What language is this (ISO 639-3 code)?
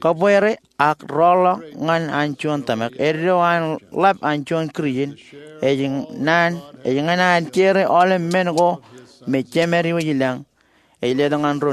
mah